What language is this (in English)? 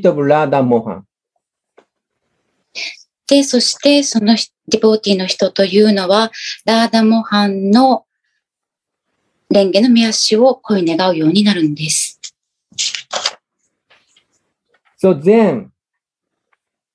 Japanese